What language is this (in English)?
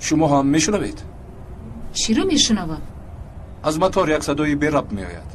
Tajik